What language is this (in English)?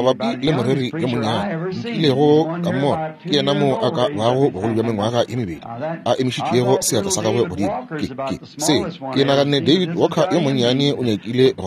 Northern Sotho